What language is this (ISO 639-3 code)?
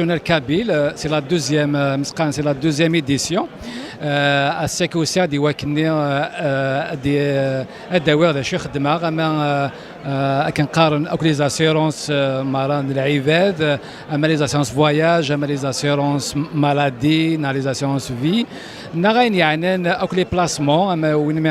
kab